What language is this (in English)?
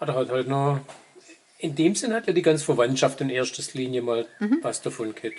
Swabian